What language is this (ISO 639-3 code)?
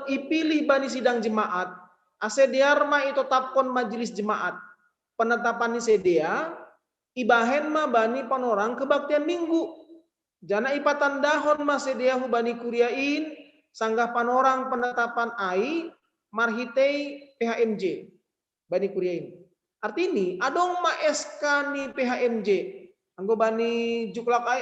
bts